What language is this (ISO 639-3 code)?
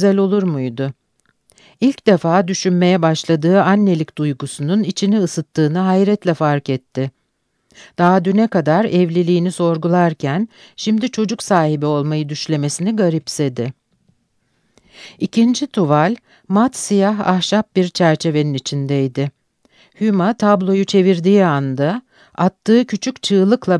tur